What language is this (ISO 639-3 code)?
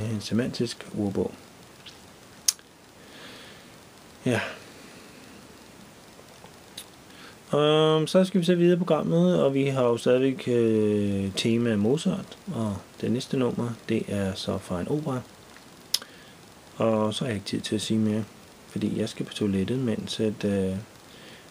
dan